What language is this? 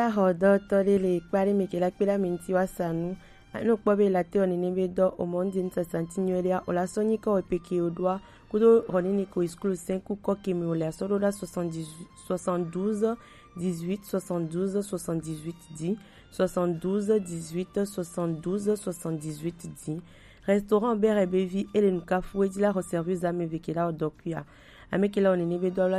Gen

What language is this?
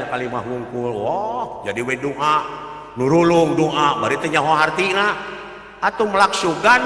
Sundanese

